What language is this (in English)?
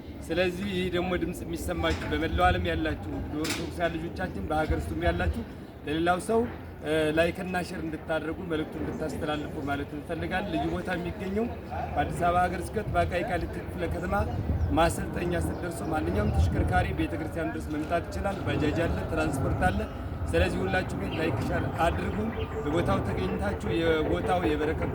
Amharic